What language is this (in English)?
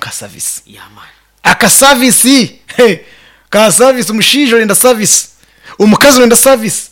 Nyankole